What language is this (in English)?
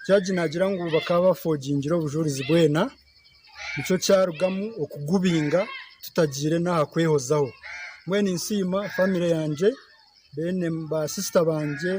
Nyankole